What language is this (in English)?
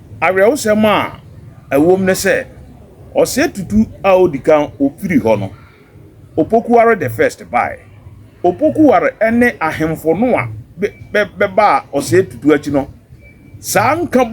Akan